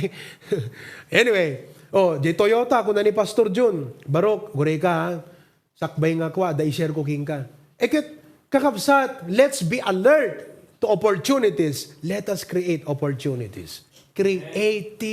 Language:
Iloko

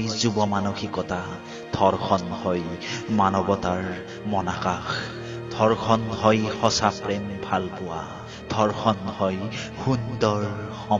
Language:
Assamese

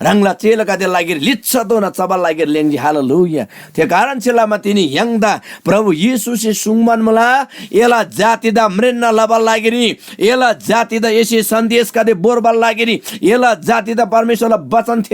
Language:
Eastern Tamang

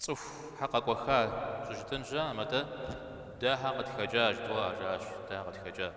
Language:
Kabardian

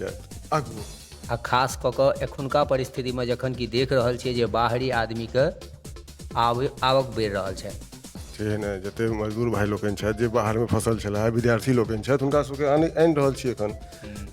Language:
Maithili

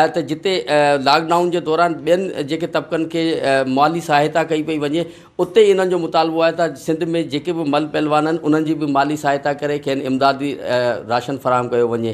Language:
Sindhi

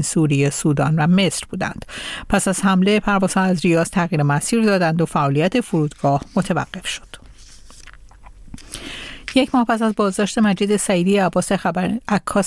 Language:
Persian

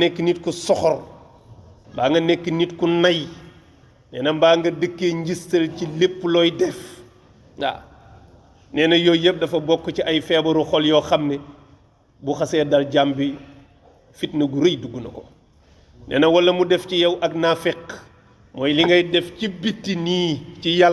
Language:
Wolof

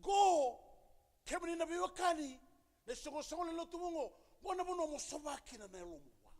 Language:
Fijian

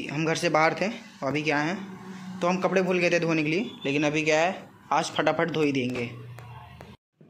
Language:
Hindi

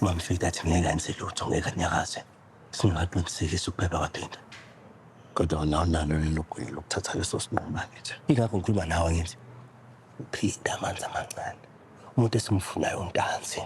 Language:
Zulu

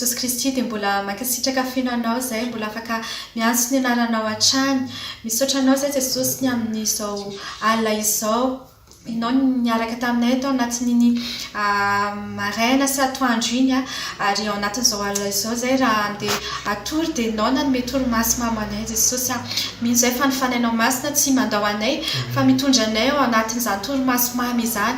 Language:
Malagasy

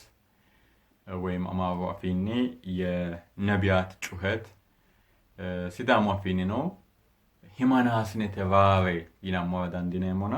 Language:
Sidamo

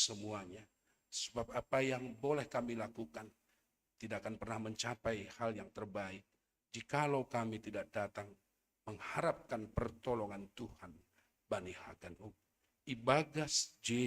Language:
Batak Simalungun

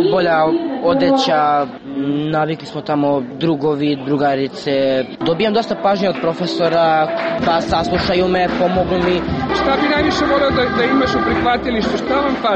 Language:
Serbian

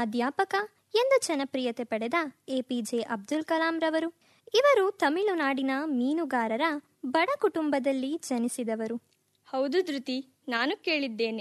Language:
Kannada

